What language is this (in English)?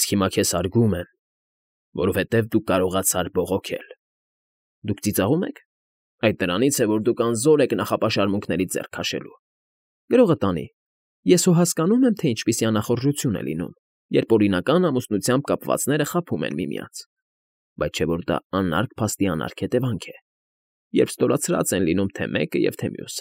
Armenian